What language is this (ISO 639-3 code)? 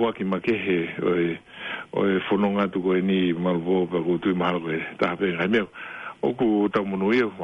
ton